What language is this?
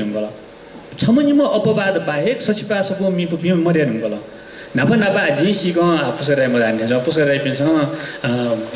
Newari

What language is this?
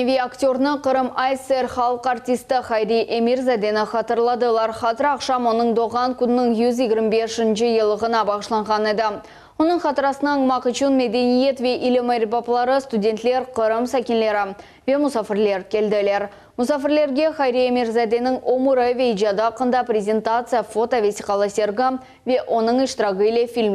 Crimean Tatar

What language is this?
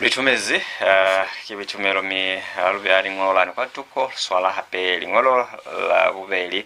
Lozi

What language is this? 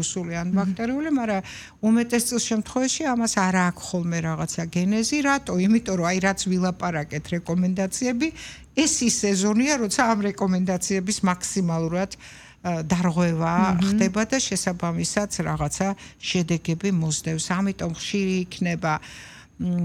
Georgian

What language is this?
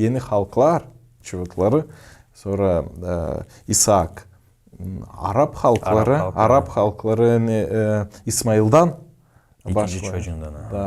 Gagauz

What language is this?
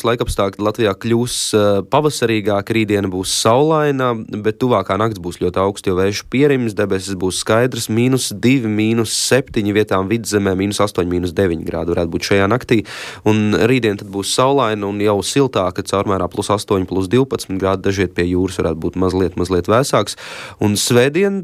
Latvian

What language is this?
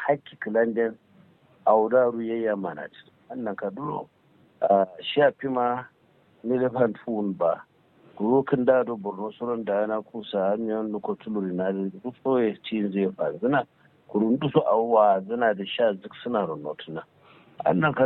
Kanuri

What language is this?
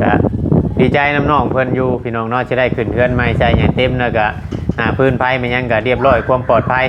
Northeastern Thai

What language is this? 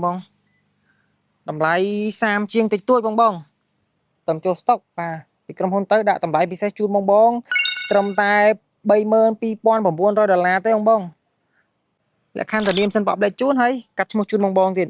Khmer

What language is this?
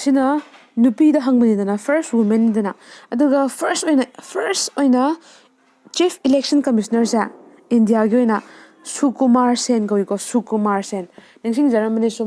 Manipuri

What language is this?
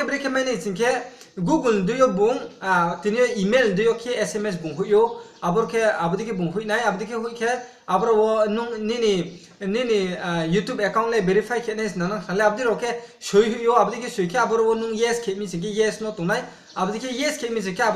Riang (India)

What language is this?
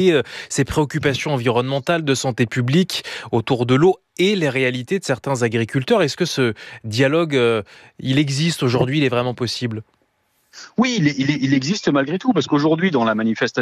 French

